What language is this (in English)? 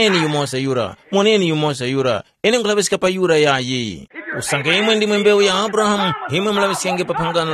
Tumbuka